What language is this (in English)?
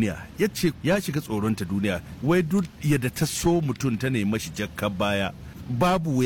Hausa